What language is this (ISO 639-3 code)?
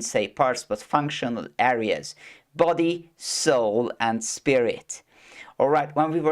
eng